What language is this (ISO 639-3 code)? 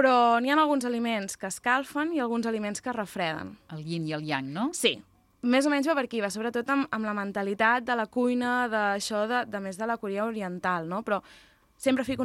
cat